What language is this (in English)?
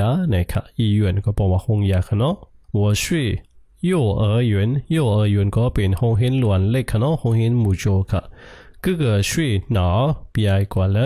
Shan